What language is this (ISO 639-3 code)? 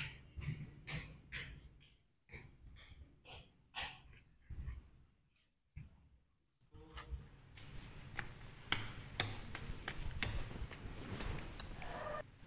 msa